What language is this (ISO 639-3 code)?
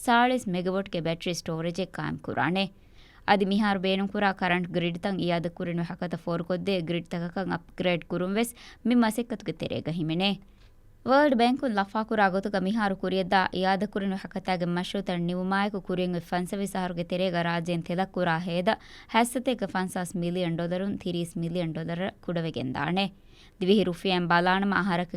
div